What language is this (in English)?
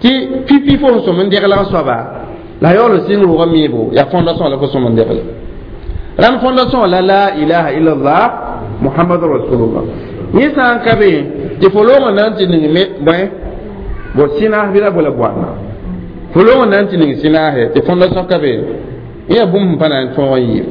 Mossi